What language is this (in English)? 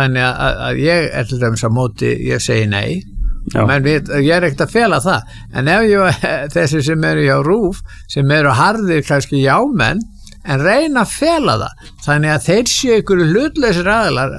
Icelandic